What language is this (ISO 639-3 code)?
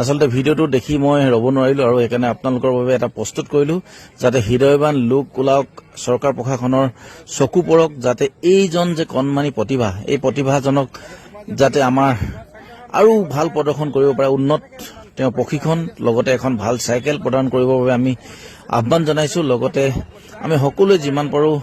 asm